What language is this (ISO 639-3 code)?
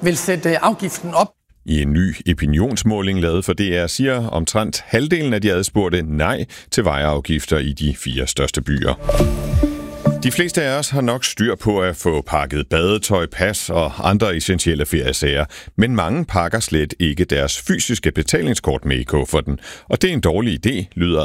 dan